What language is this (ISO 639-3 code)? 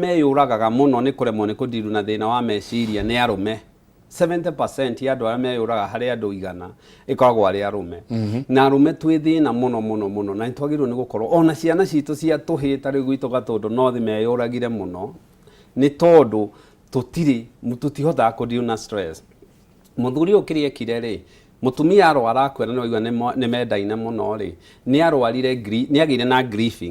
kik